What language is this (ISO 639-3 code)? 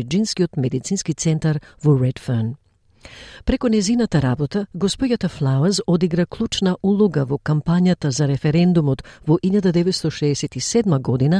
mkd